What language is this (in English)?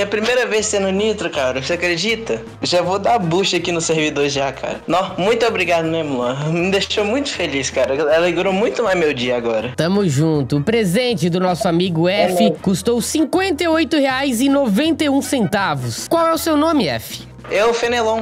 Portuguese